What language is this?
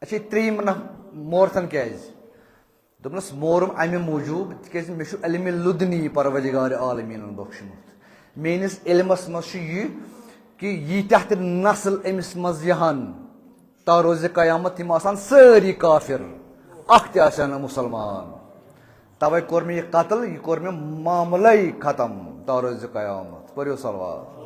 Kashmiri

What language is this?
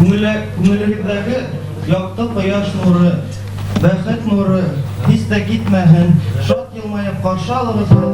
Bashkir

